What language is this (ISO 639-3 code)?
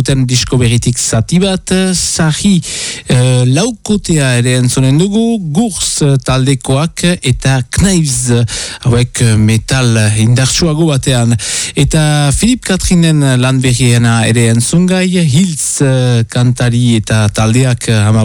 eus